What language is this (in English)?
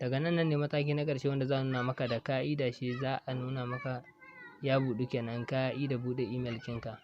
Hausa